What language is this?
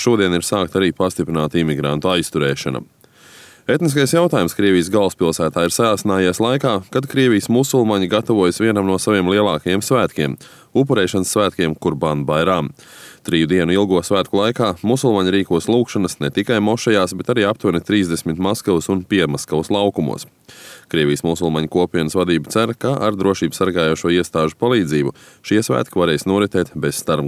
Latvian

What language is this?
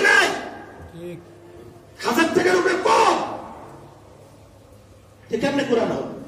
Bangla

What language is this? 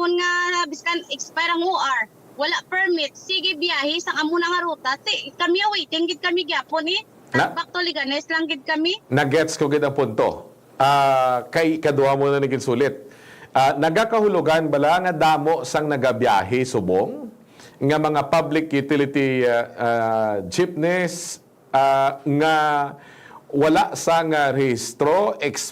Hiligaynon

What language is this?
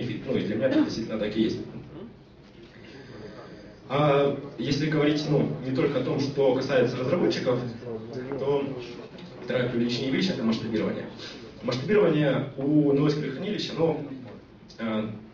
Russian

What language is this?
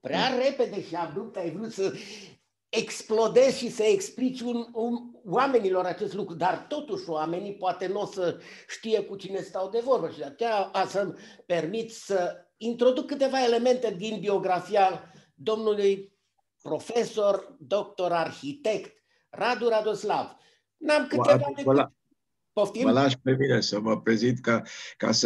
Romanian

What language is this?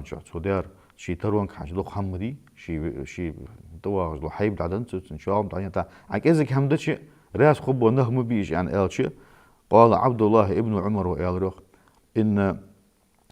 Ingush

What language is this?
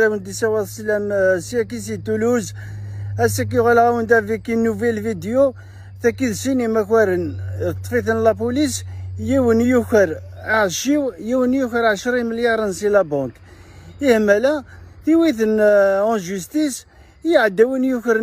Kabyle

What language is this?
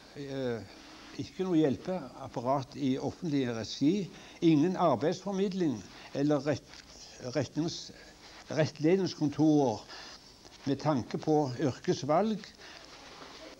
Norwegian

